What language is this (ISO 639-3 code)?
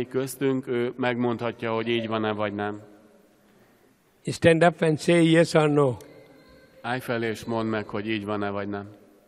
hun